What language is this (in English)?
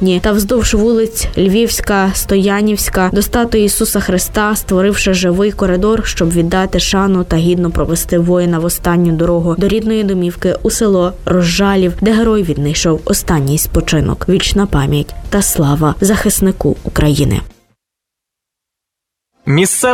Ukrainian